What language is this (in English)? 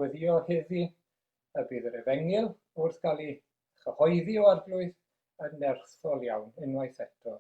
Welsh